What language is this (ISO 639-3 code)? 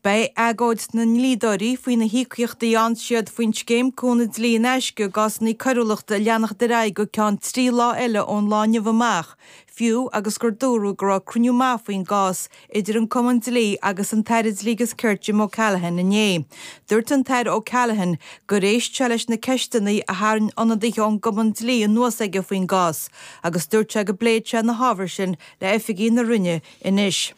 gle